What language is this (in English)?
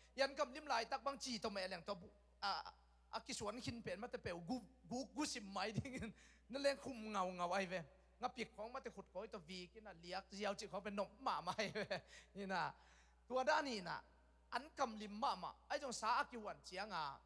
Tedim Chin